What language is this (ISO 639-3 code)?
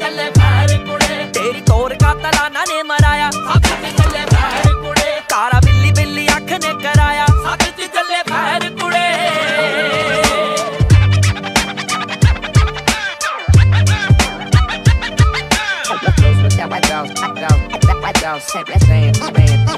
pan